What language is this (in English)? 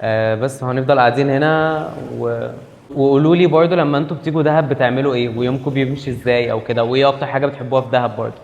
Egyptian Arabic